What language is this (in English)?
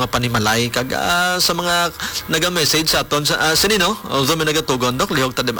Hiligaynon